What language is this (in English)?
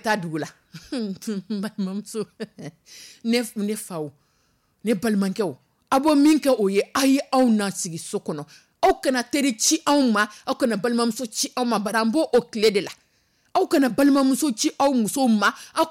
Dyula